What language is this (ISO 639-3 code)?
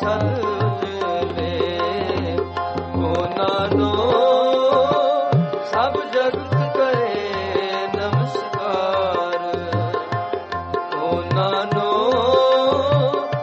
pan